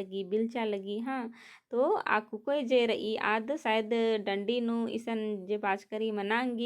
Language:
Kurukh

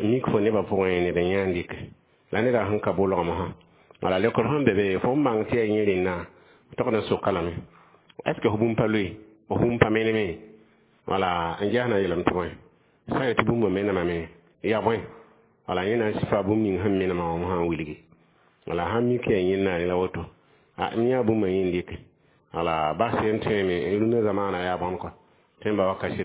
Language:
Mossi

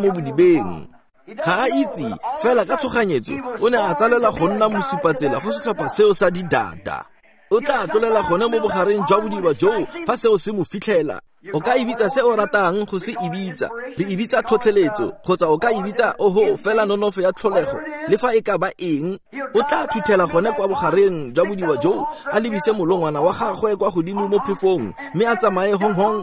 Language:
Tswana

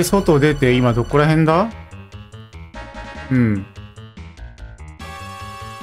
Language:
Japanese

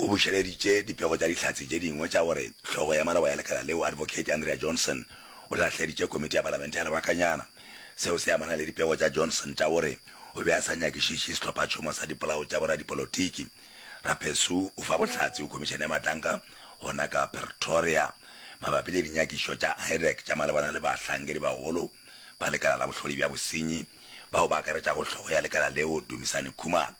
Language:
Northern Sotho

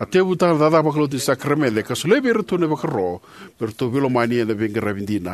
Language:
Fijian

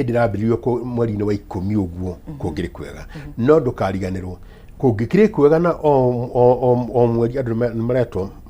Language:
Kikuyu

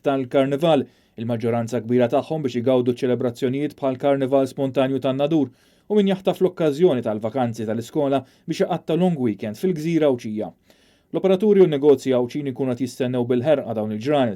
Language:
Maltese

